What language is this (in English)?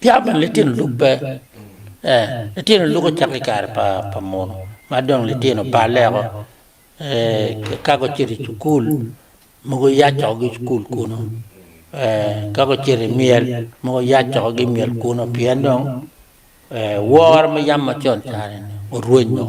Acoli